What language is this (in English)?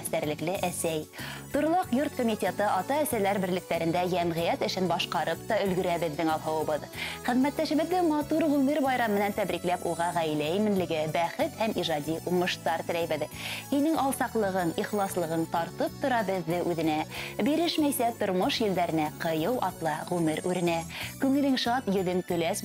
Bashkir